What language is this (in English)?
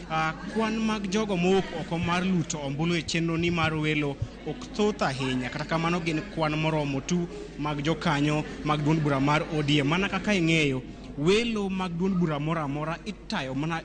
Luo (Kenya and Tanzania)